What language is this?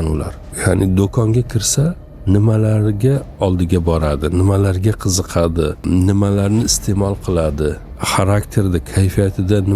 Uzbek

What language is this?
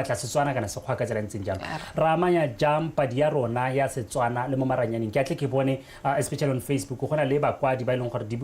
Tswana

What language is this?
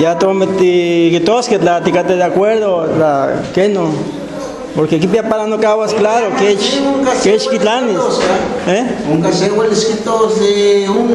Guerrero Nahuatl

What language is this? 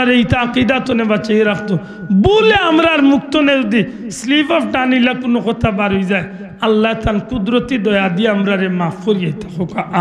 Sylheti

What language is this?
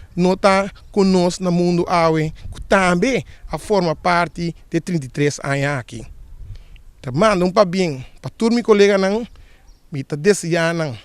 Papiamento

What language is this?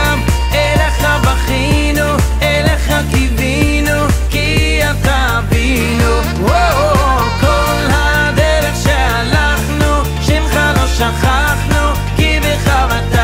Hebrew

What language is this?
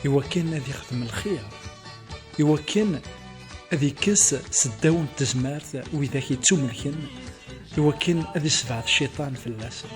Kabyle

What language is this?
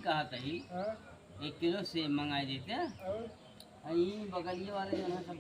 Awadhi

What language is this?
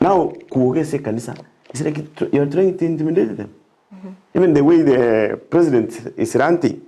Gusii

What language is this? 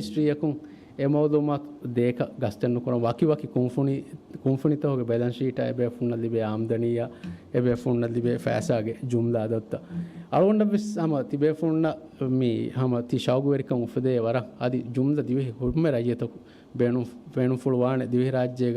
Divehi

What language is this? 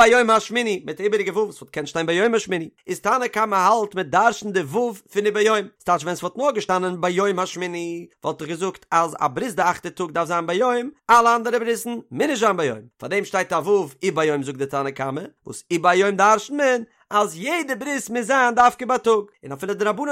Yiddish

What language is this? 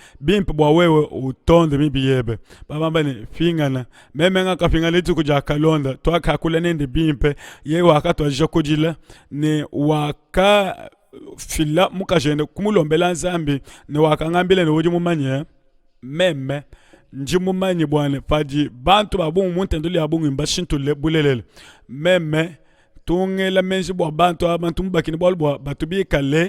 Luba-Lulua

